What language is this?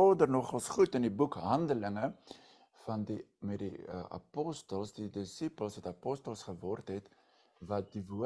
Afrikaans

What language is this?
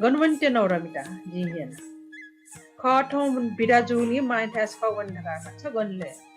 Newari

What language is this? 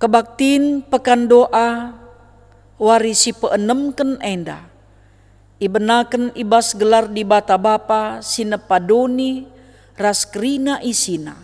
Batak Karo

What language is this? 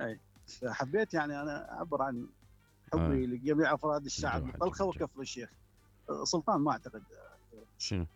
Mesopotamian Arabic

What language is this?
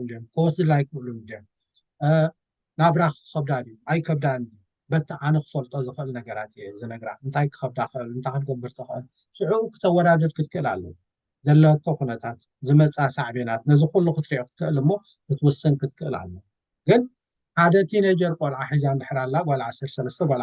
Tigrinya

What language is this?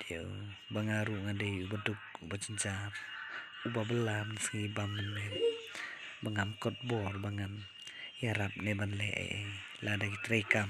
Khasi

